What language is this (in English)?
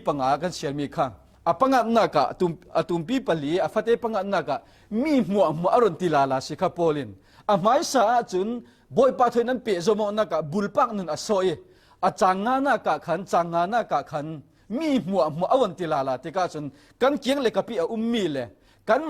Falam Chin